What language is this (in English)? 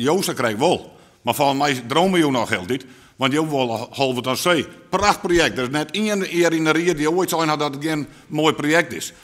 Western Frisian